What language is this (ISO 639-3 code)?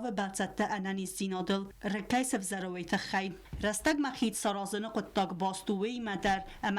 oss